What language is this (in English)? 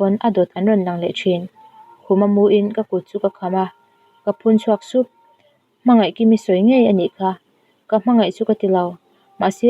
Mizo